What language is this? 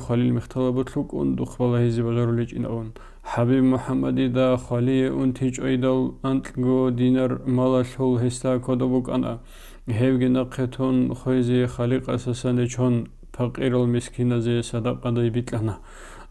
Avaric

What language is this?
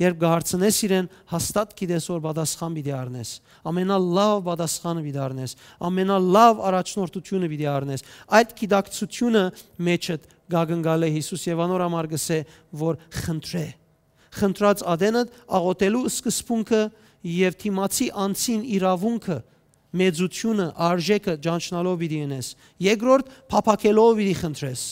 Western Armenian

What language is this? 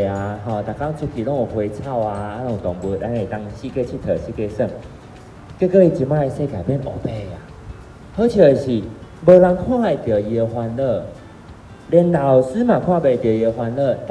Min Nan Chinese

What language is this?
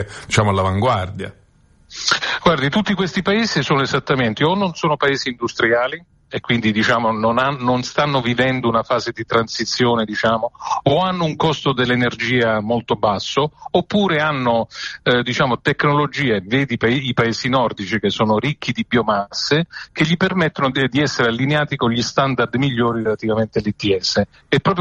Italian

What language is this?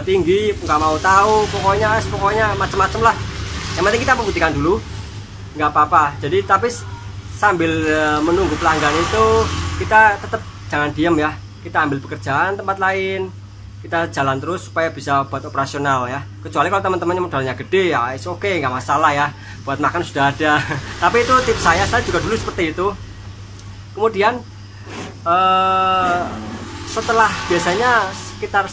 Indonesian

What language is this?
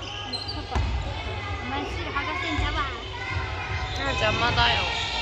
Japanese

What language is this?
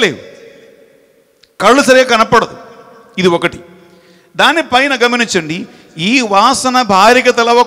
Telugu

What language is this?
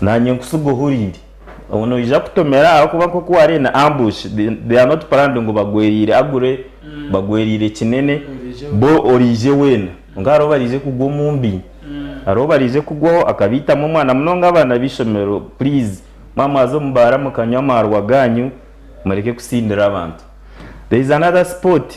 Nyankole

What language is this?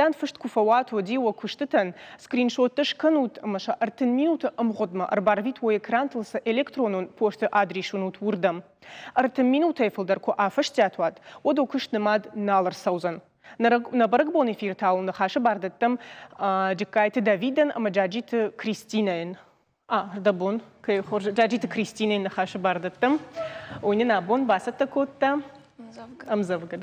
Ossetic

